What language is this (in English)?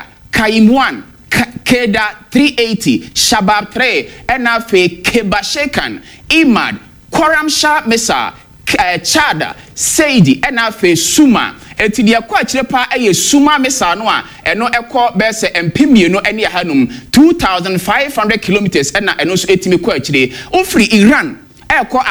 Akan